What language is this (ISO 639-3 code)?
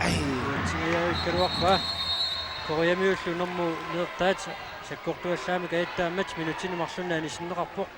kal